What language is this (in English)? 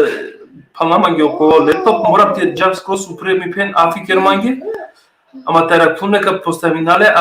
Balkan Romani